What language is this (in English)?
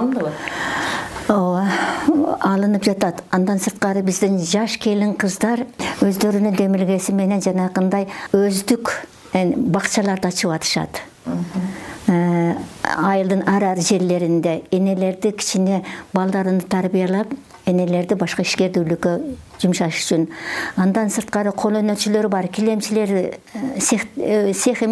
Kyrgyz